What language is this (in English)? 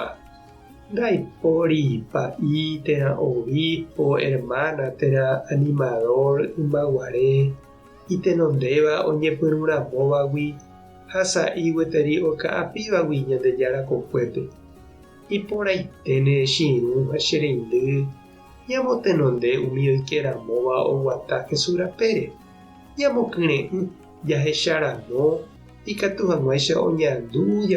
Guarani